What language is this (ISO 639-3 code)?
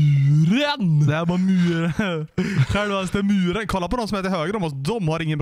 swe